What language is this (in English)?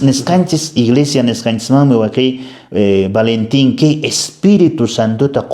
Quechua